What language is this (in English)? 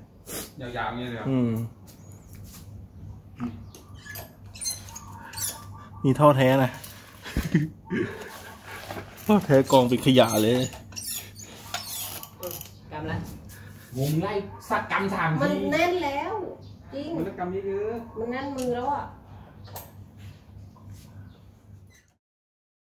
Thai